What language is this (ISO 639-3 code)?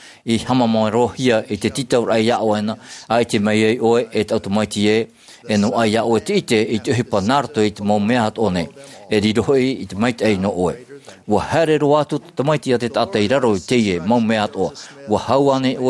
tah